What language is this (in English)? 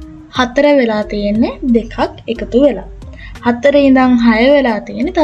Sinhala